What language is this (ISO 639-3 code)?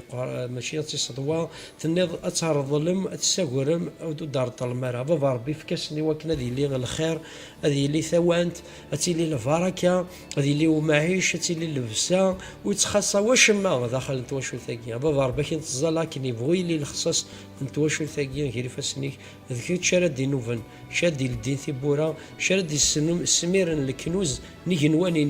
kab